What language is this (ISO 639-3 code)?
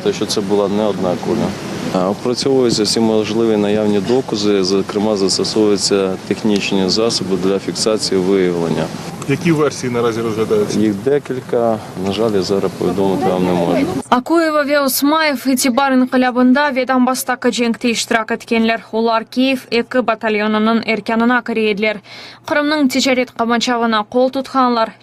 crh